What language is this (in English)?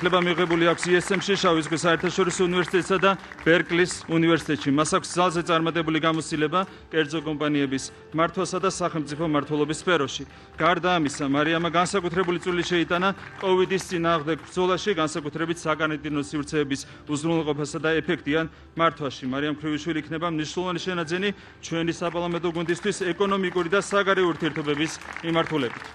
Georgian